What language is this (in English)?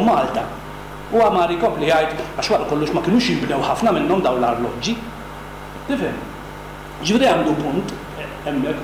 Maltese